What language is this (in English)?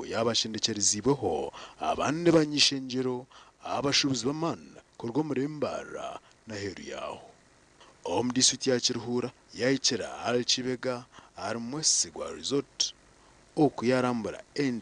Nyankole